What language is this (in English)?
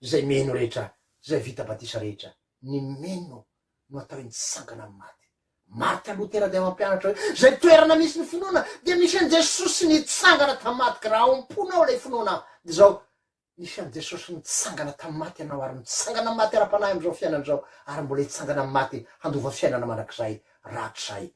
Malagasy